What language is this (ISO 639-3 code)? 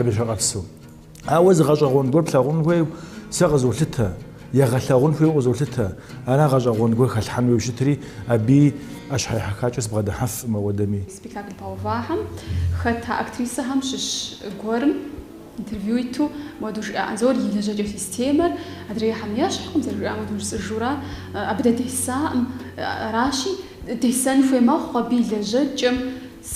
kbd